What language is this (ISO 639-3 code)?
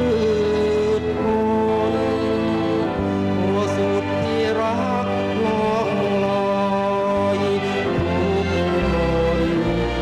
tha